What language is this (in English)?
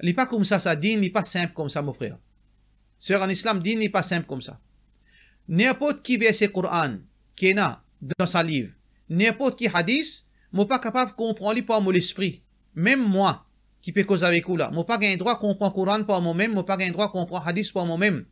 Morisyen